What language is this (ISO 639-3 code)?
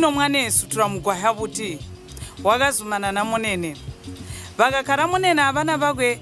toi